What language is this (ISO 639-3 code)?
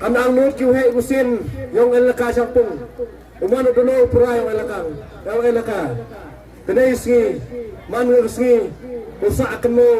kha